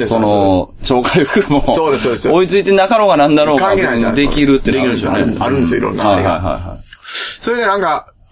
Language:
Japanese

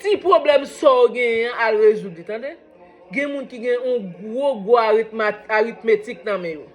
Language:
Haitian Creole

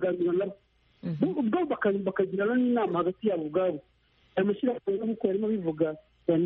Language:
Kinyarwanda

